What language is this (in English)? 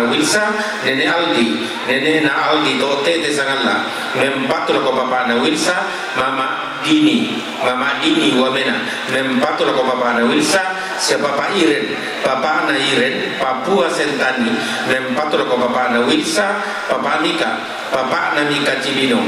Toraja-Sa'dan